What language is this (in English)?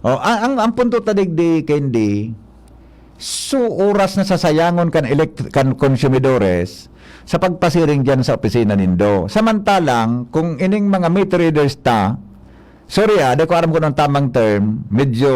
Bikol